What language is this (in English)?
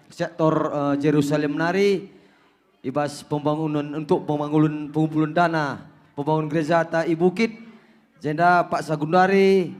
Batak Karo